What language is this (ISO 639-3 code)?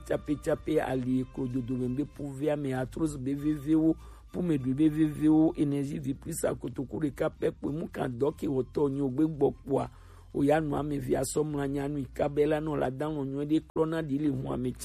gej